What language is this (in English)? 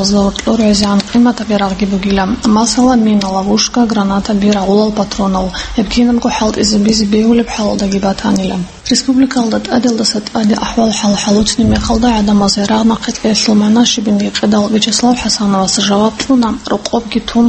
Avaric